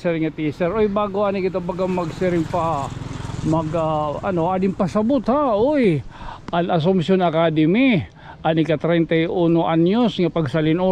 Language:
Waray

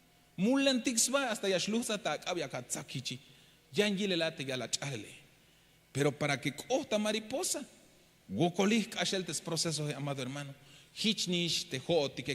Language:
Tzeltal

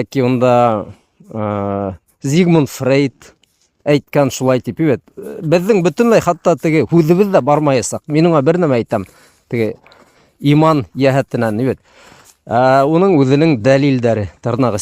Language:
Bashkir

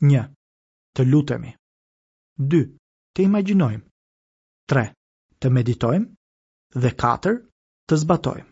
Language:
Albanian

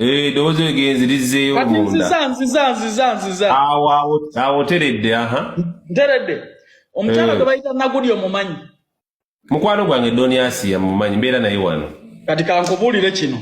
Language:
Ganda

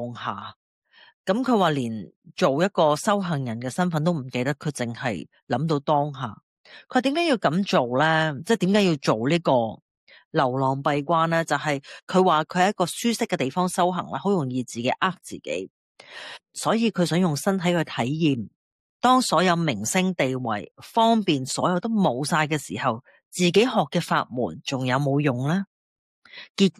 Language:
Cantonese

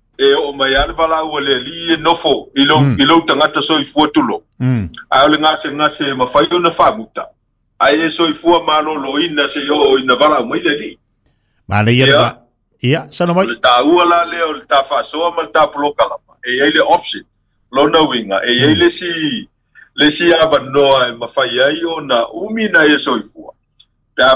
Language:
Samoan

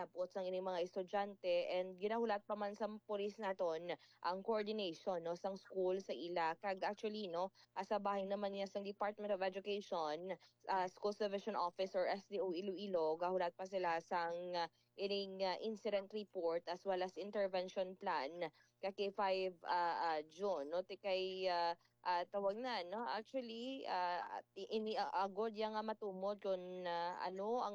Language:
Hiligaynon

